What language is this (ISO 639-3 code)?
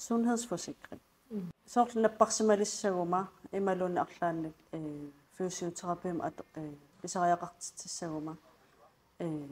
kal